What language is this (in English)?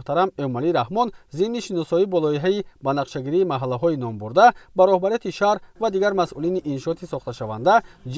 Tajik